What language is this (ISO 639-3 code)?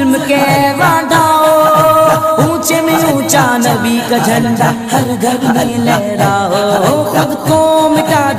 urd